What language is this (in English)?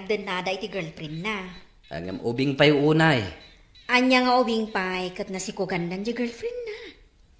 Iloko